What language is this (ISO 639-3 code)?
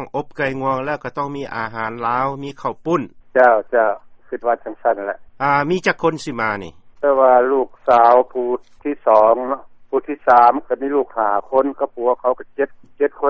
lao